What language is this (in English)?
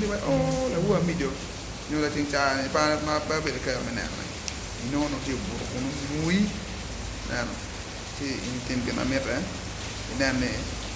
Acoli